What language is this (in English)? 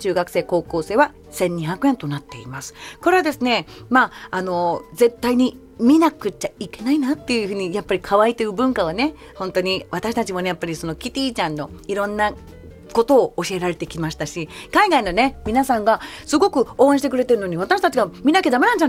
Japanese